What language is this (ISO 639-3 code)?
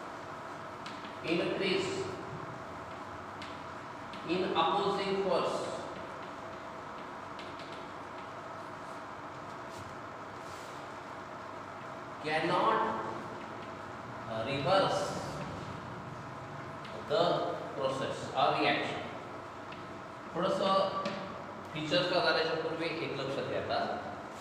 mar